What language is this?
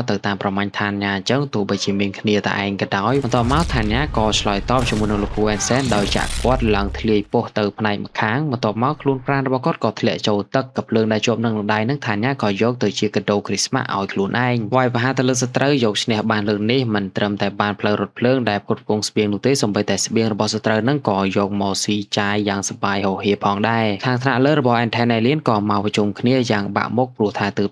Khmer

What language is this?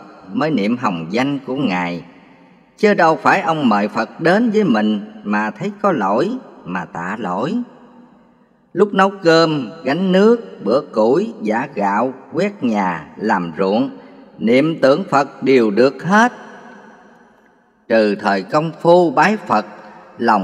Vietnamese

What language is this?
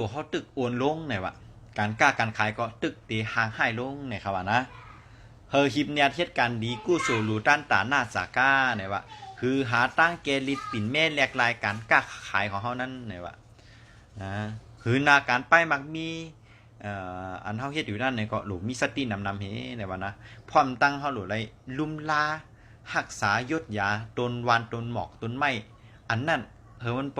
Shan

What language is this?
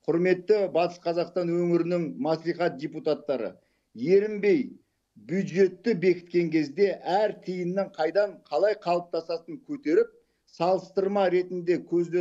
Kazakh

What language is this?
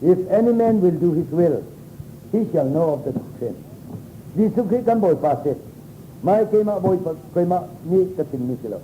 Hakha Chin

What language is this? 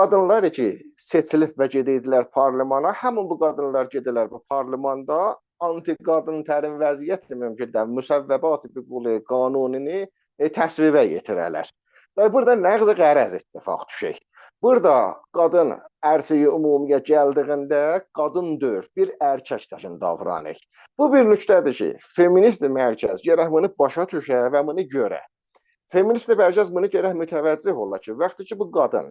South Azerbaijani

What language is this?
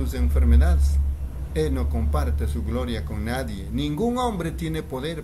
Spanish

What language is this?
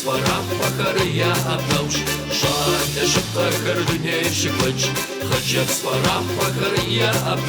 Kabardian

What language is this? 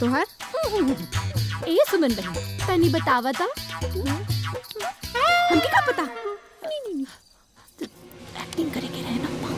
Bhojpuri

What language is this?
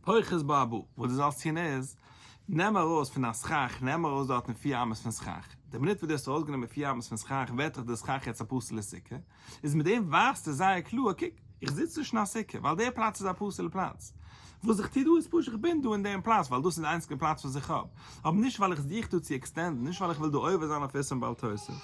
Yiddish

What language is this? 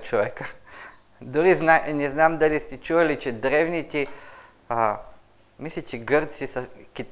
Bulgarian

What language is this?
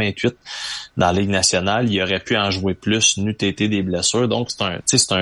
French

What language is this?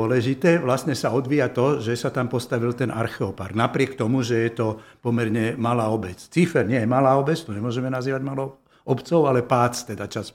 Slovak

